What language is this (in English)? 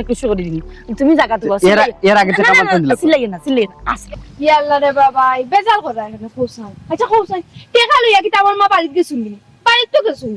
Sylheti